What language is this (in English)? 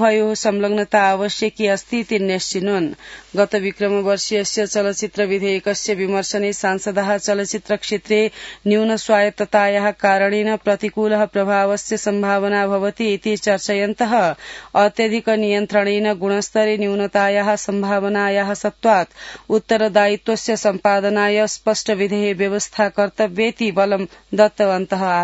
Sanskrit